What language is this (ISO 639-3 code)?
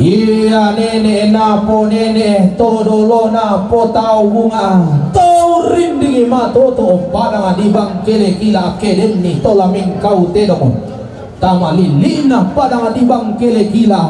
sda